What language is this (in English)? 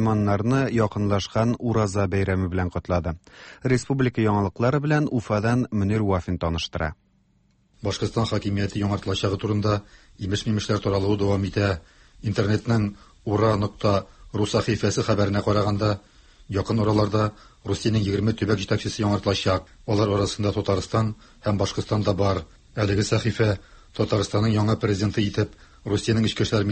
Tatar